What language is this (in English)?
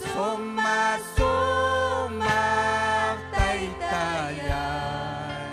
Ayacucho Quechua